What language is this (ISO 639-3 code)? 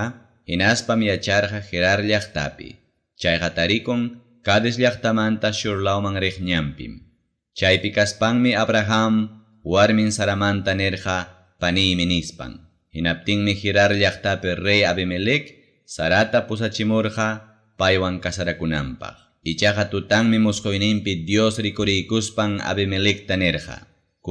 quy